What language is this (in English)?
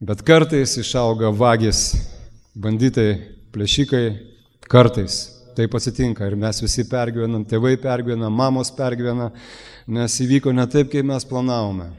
Lithuanian